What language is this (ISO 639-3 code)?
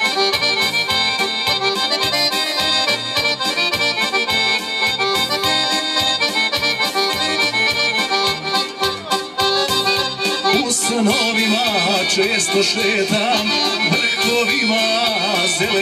hrv